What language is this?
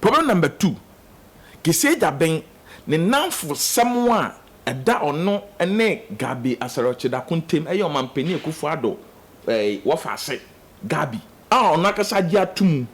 Akan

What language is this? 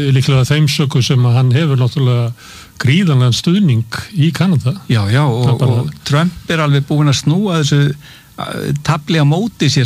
Icelandic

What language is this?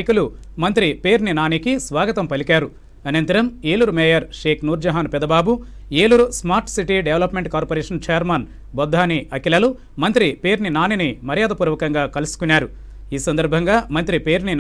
Telugu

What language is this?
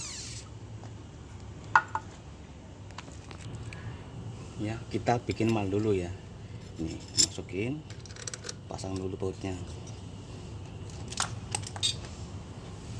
Indonesian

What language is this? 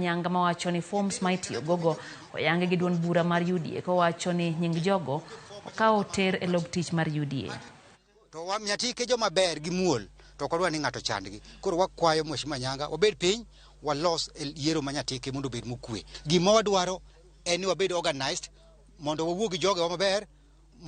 Luo (Kenya and Tanzania)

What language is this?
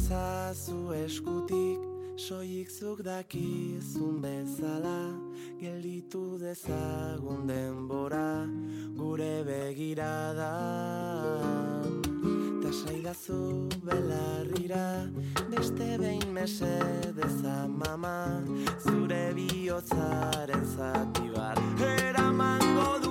Basque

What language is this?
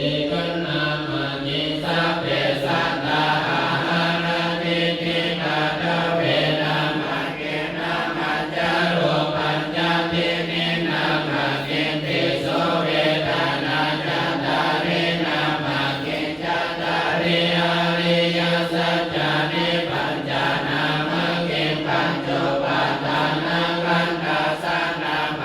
Pali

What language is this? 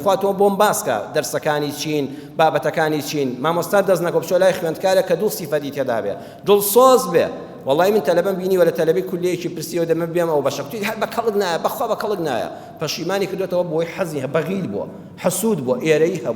Central Kurdish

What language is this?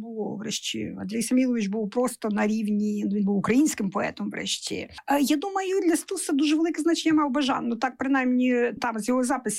Ukrainian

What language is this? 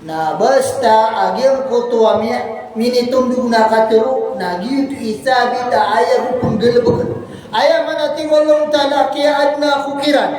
Maranao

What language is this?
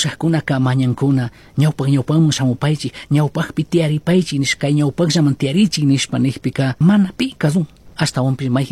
Chimborazo Highland Quichua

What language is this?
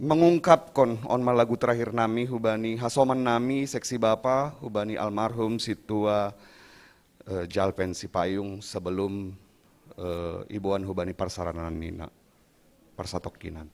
Batak Simalungun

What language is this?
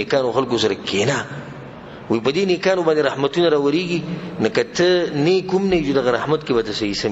Pashto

